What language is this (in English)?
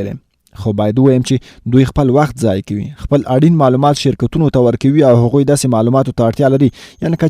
Pashto